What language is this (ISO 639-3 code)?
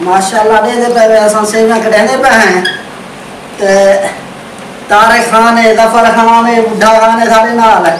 skr